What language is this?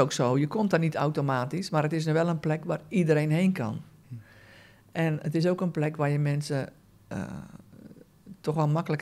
Dutch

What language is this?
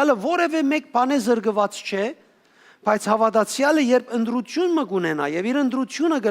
Western Armenian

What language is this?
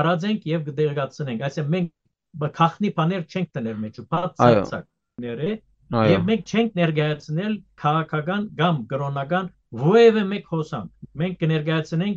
Western Armenian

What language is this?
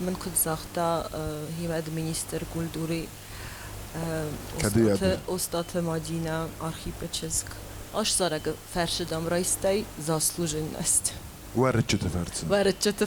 Ossetic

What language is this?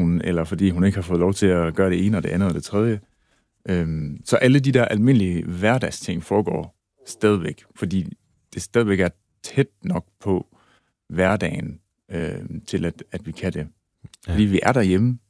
Danish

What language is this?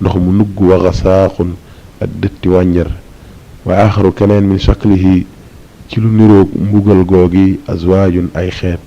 Wolof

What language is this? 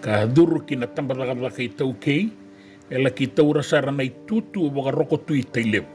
Fijian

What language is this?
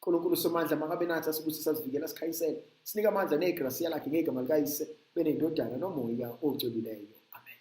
Zulu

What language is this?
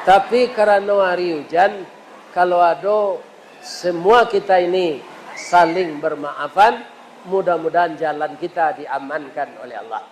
Minangkabau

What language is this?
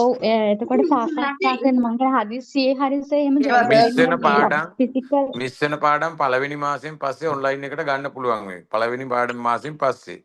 Sinhala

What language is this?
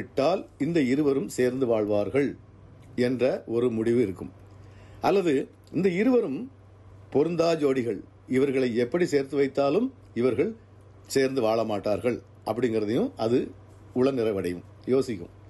Tamil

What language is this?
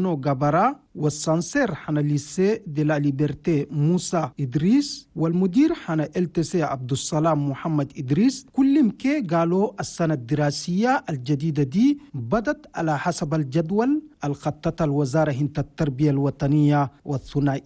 Chadian Arabic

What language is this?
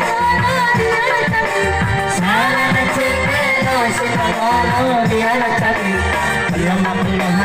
Buginese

